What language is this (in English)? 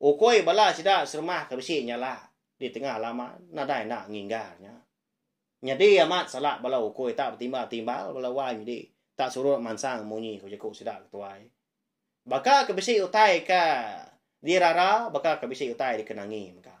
Iban